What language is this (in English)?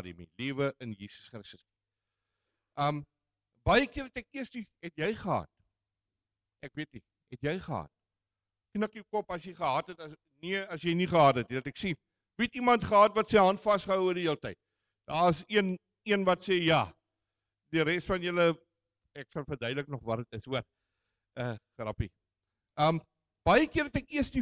Afrikaans